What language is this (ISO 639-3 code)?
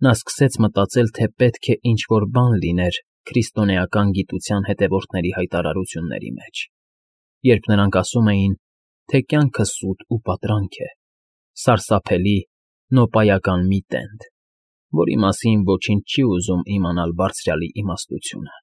hye